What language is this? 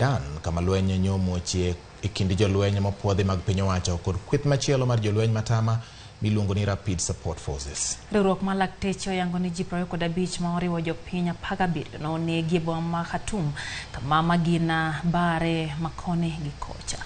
Luo (Kenya and Tanzania)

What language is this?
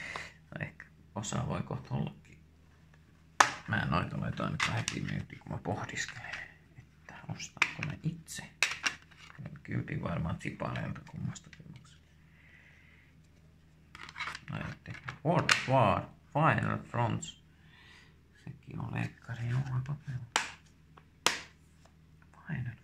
Finnish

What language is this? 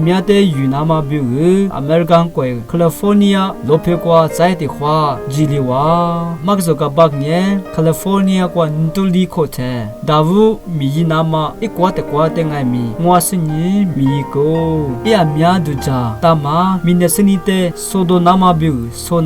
Lisu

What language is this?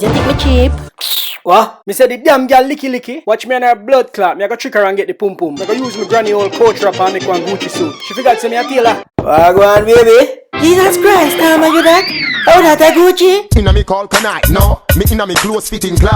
Jamaican Creole English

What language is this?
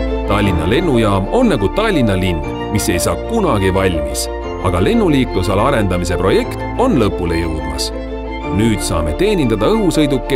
Estonian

